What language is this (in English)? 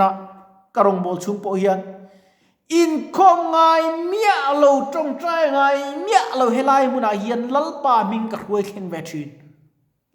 Mizo